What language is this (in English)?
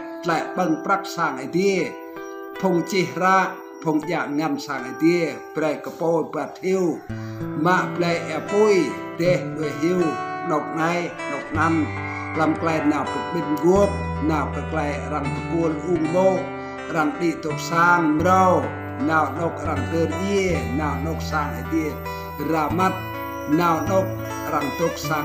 Rade